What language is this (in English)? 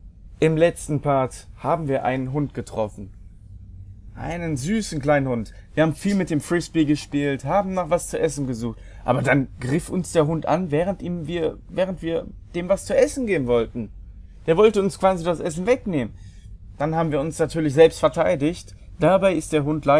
German